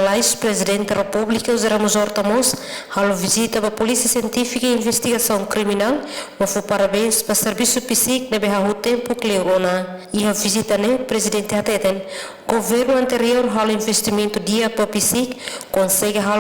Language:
Tetum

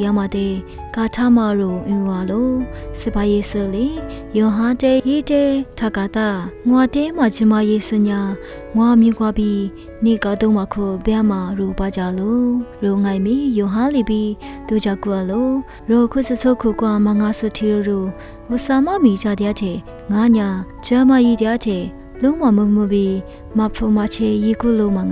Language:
Lisu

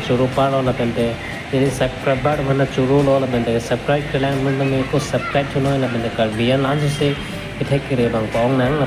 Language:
Karbi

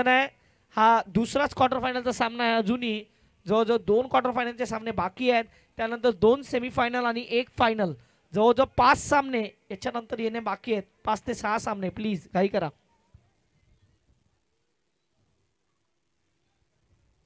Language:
Marathi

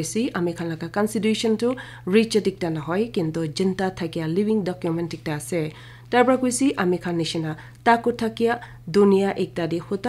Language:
Naga Pidgin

